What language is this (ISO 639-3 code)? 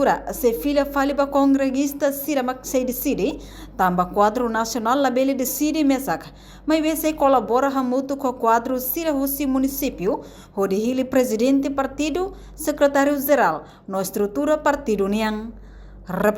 tet